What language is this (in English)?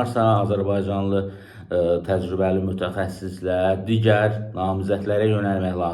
Azerbaijani